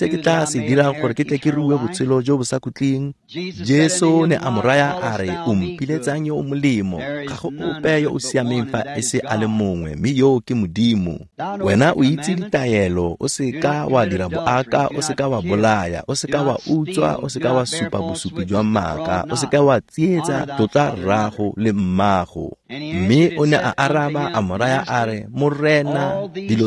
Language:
Tswana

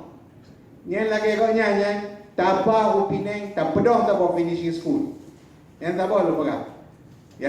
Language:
Achinese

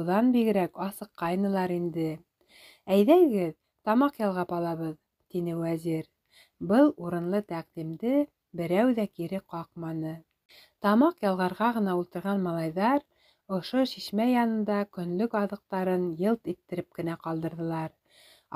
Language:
Bashkir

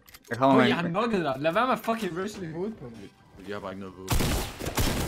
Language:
Danish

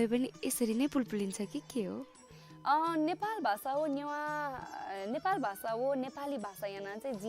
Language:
Newari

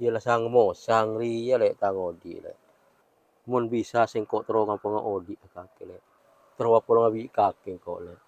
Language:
Madurese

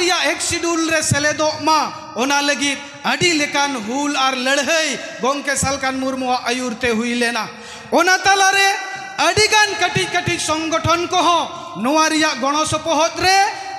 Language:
Santali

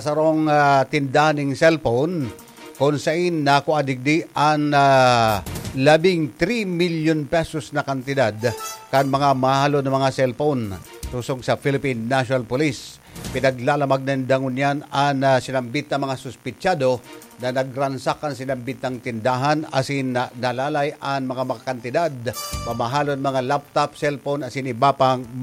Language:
Bikol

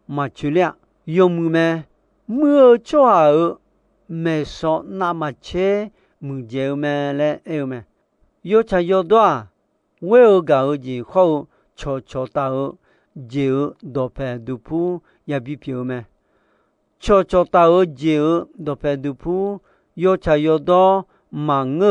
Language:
Akha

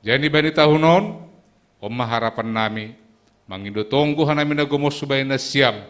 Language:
Batak Simalungun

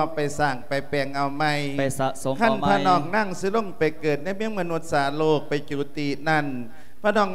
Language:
Lao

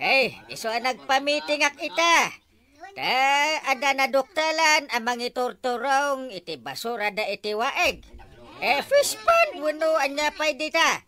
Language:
Iloko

